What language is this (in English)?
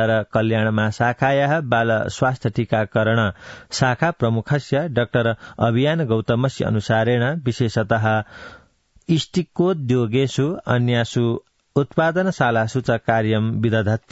Sanskrit